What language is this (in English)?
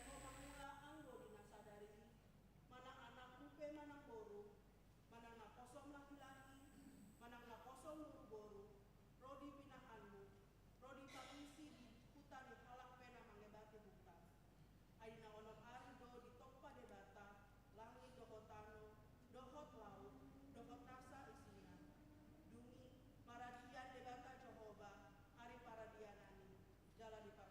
Batak Toba